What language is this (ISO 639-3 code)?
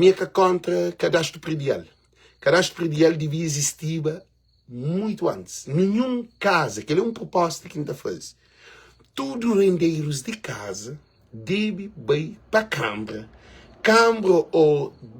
kea